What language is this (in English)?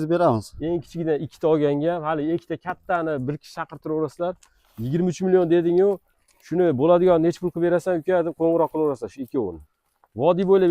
Uzbek